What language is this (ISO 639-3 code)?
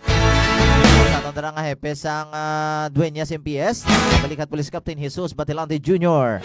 hil